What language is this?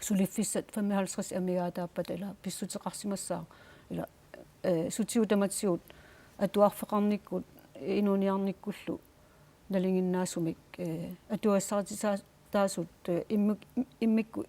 Kalaallisut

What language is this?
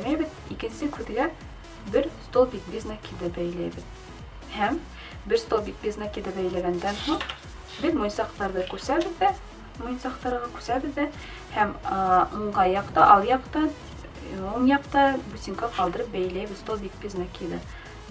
Bashkir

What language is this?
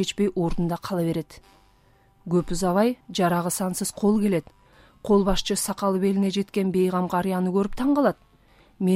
Kyrgyz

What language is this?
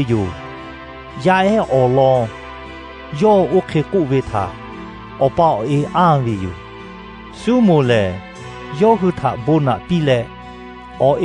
Lahu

